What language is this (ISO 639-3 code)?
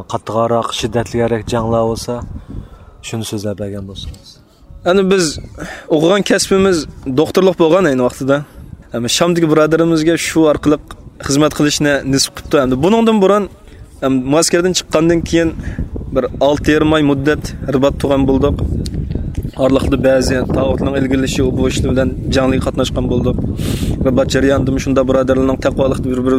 uig